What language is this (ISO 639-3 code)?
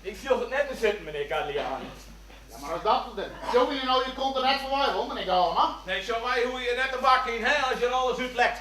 fry